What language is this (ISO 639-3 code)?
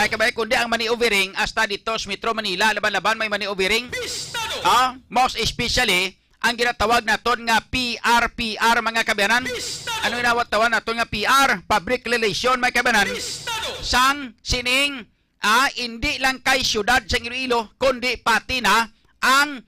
hil